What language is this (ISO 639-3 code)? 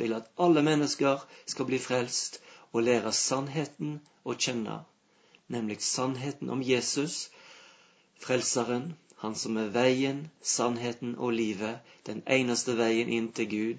nor